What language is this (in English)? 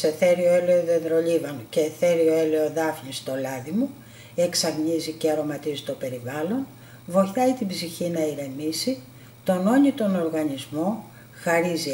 Greek